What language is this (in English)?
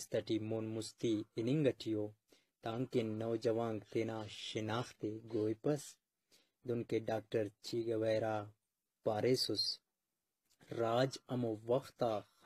Brahui